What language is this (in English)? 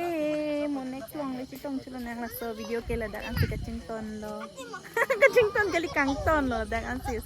Karbi